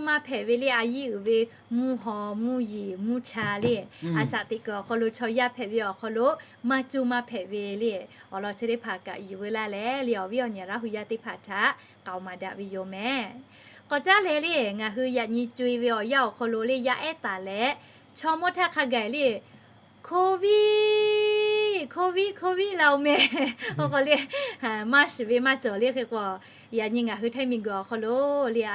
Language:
Lahu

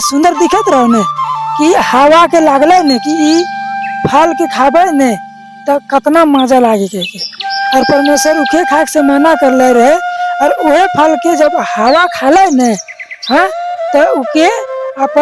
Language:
Sadri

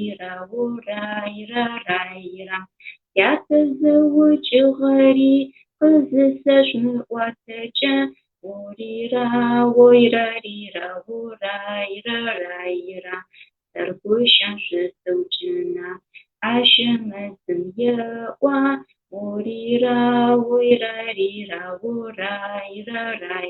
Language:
Adyghe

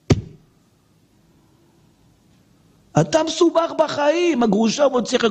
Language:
Hebrew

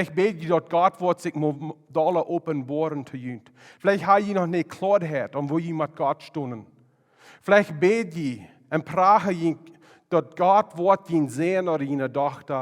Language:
Plautdietsch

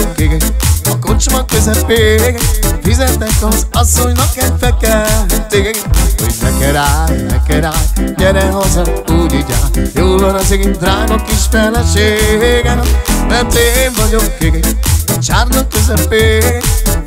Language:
Hungarian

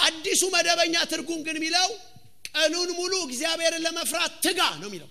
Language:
Amharic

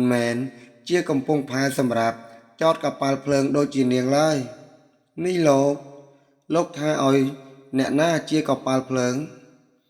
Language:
Khmer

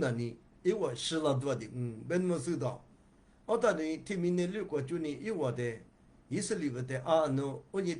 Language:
Lisu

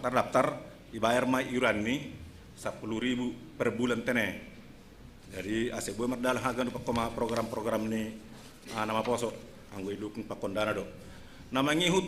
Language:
Batak Simalungun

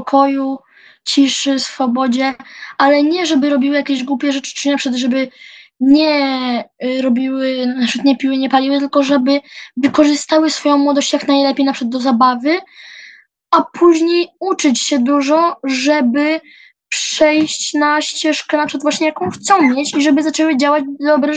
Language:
Polish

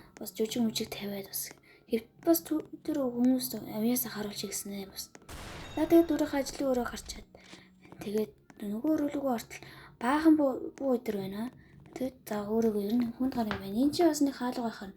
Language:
Mongolian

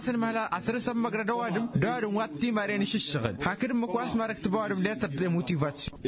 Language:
Tamasheq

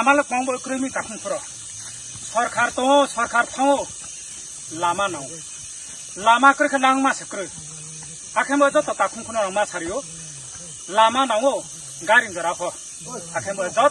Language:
Riang (India)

